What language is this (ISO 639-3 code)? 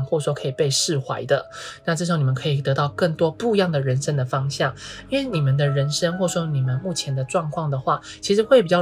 zho